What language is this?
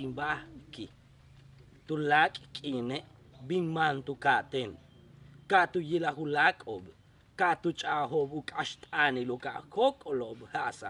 Yucateco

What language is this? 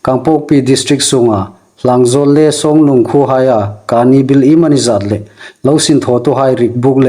Hmar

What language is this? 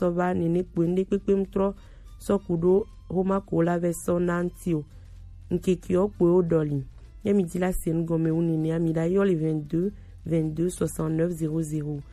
Gen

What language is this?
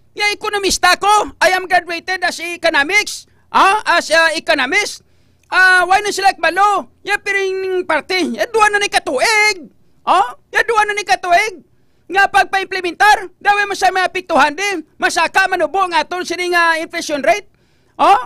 Hiligaynon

